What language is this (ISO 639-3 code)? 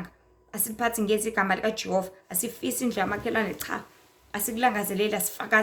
zul